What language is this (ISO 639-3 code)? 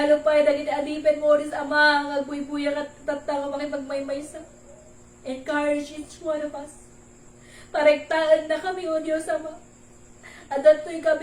ilo